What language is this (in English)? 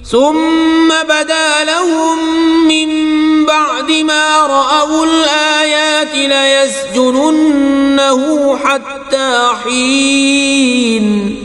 Kashmiri